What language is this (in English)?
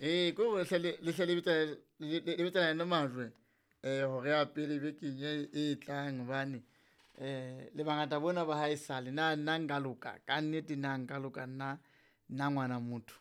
Southern Sotho